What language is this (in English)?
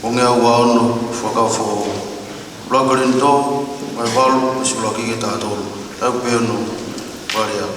Tongan